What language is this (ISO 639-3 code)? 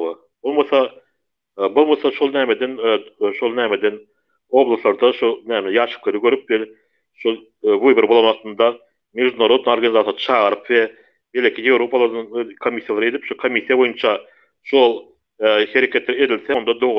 tuk